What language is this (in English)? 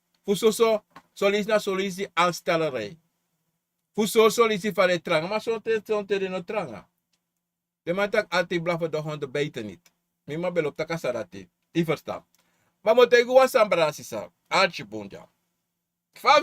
Sranan Tongo